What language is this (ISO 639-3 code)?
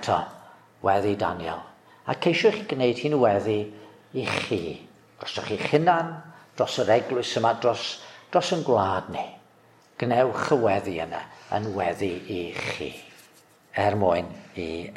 cym